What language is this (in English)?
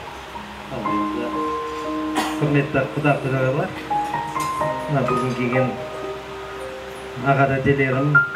Kazakh